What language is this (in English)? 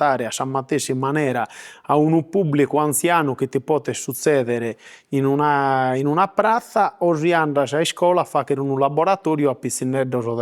Sardinian